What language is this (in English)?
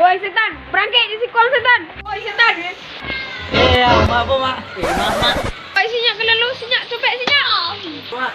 Minangkabau